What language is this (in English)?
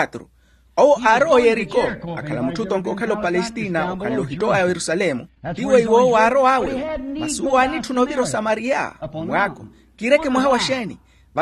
Makhuwa